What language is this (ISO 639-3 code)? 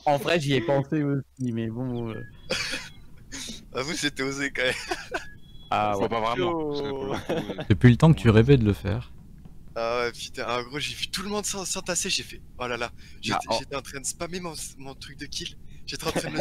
fra